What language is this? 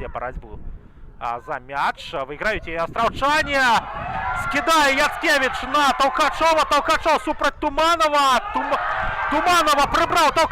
Belarusian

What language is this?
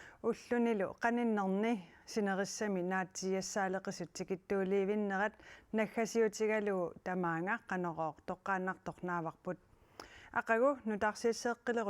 Kalaallisut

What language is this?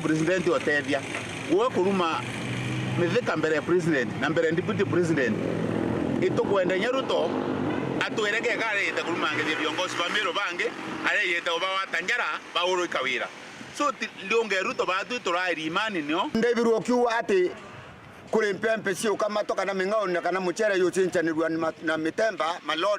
Meru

